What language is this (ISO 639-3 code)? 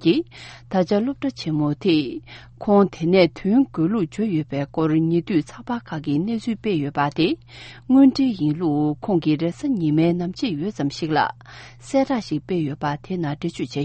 bod